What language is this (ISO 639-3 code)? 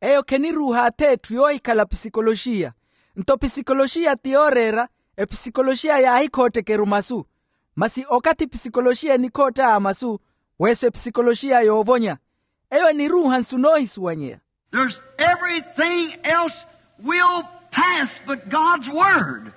vmw